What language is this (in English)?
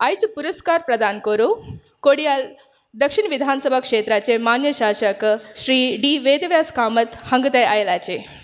Konkani